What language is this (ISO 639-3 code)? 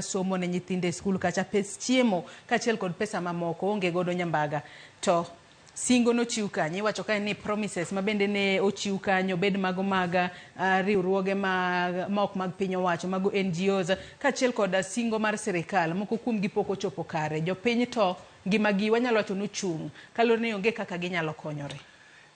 luo